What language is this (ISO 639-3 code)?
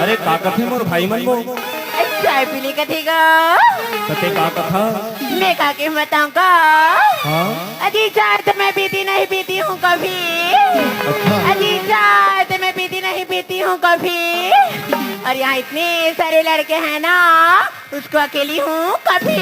hne